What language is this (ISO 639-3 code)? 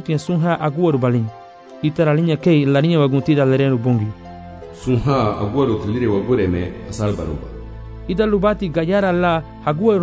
cab